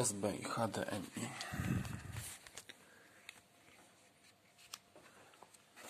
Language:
Polish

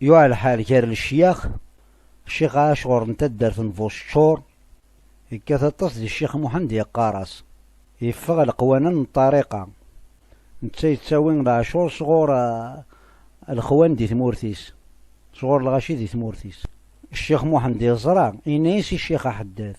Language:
Kabyle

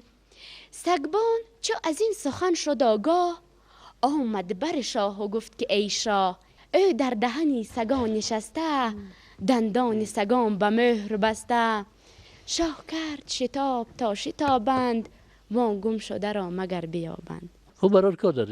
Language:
Tajik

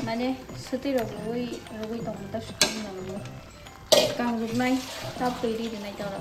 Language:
Kok Borok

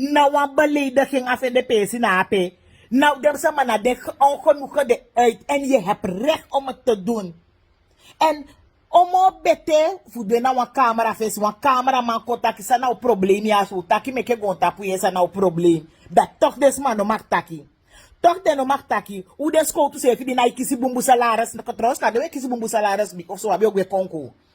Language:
Sranan Tongo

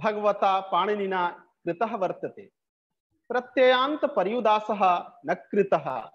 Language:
Sanskrit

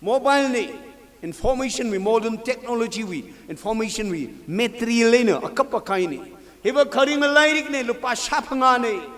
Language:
Tangkhul Naga (India)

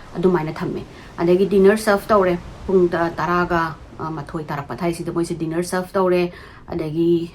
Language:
Manipuri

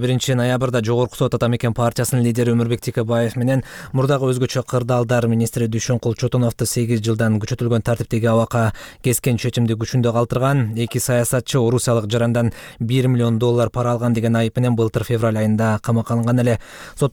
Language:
Kyrgyz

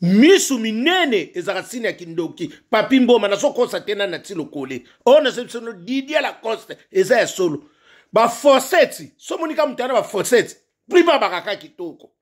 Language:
Lingala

